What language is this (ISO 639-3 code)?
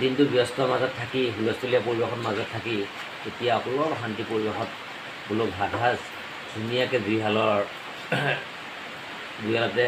asm